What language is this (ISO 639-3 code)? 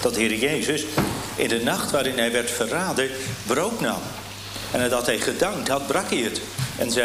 nld